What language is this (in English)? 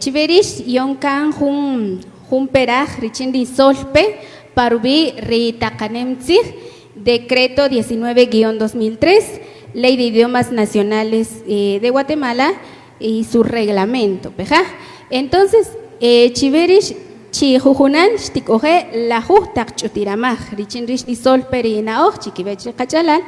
Kaqchikel